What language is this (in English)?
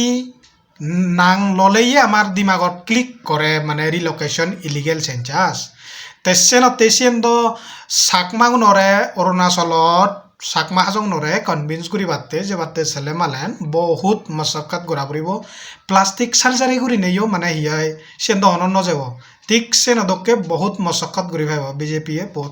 Chakma